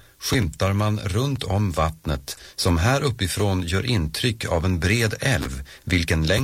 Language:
Swedish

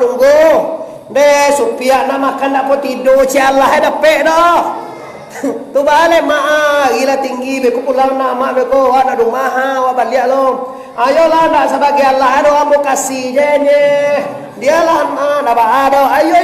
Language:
Minangkabau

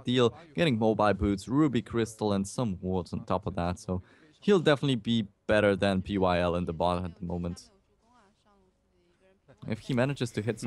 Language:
English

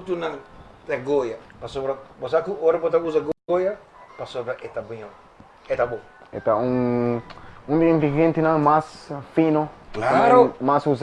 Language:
Papiamento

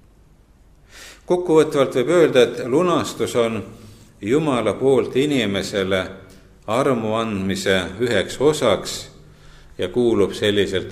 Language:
Estonian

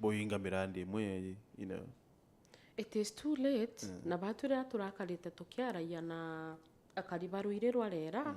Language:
Meru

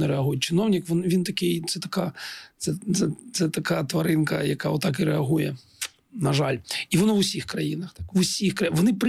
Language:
Ukrainian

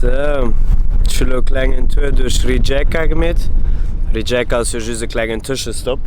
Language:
Luxembourgish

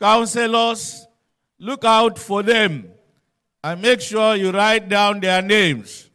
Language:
Cebuano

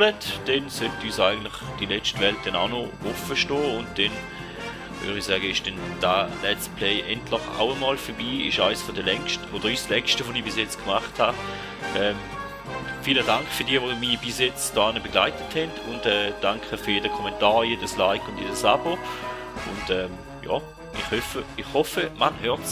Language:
Swiss German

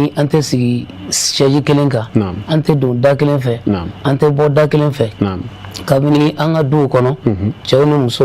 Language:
Bambara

